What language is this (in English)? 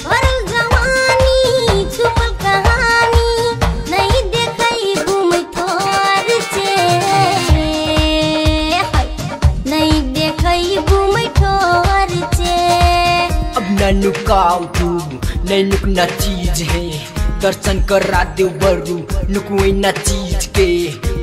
Bhojpuri